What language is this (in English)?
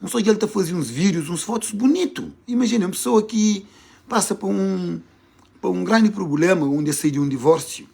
Kabuverdianu